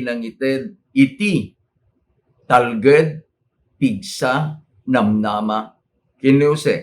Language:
Iloko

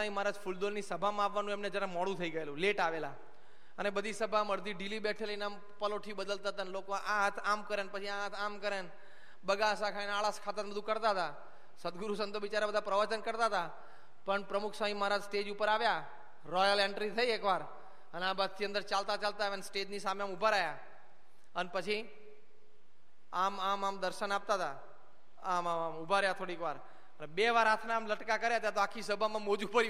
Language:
Gujarati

